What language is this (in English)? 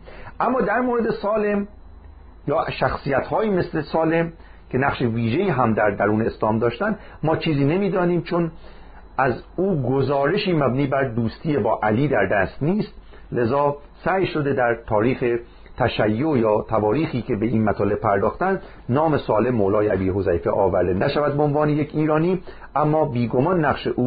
Persian